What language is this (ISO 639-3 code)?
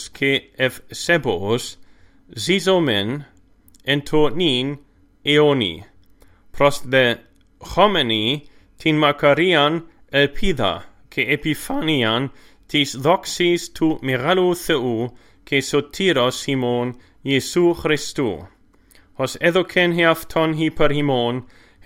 ell